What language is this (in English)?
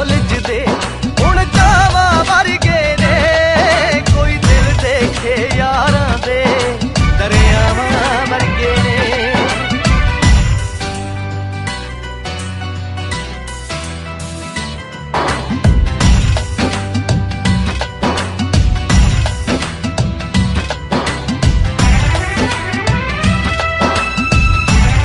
Punjabi